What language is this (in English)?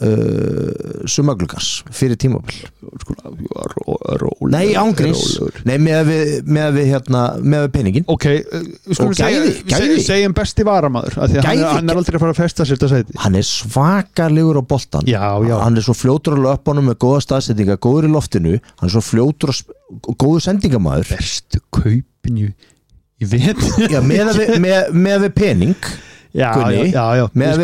Icelandic